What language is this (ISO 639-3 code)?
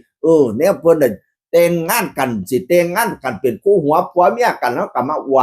tts